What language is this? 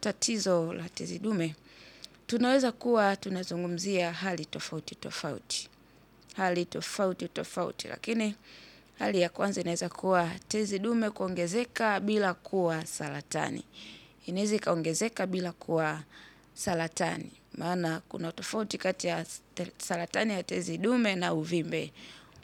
Swahili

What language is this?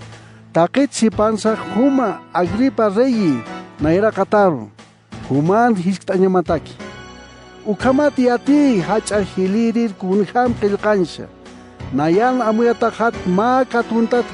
Aymara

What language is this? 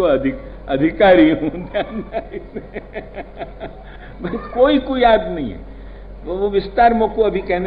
Braj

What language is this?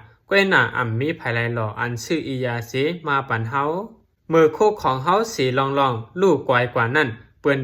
Shan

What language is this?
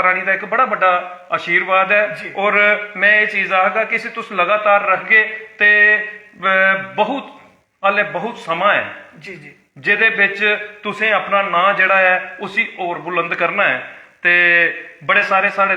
Dogri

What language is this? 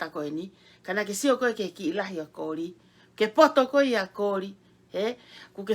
Tongan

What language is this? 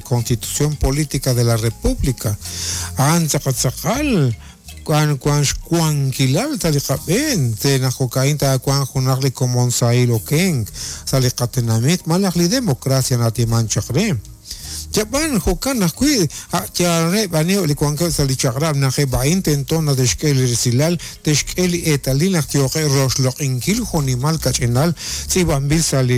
Kekchí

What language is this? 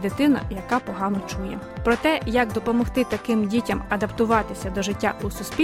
Ukrainian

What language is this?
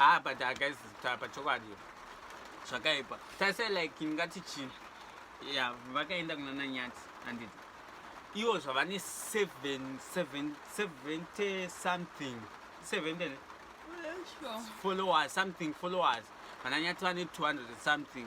Shona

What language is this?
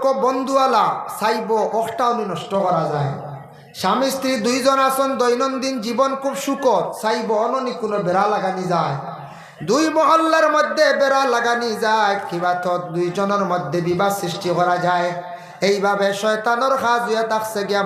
Sylheti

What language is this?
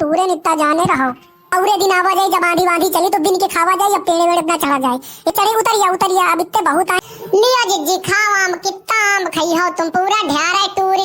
Awadhi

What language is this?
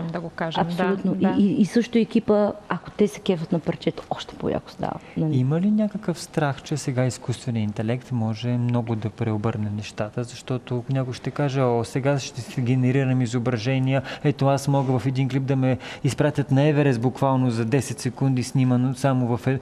Bulgarian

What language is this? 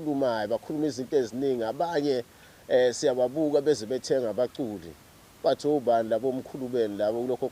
Zulu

